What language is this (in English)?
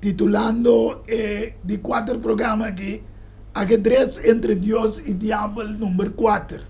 Papiamento